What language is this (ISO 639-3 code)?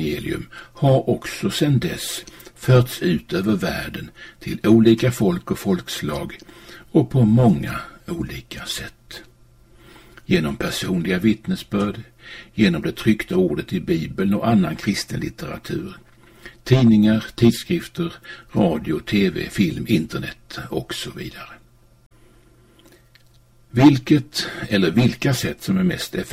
swe